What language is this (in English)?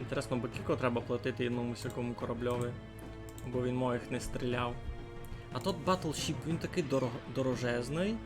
Rusyn